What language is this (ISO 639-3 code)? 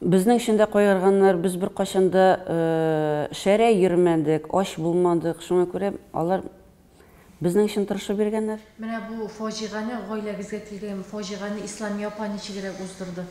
tat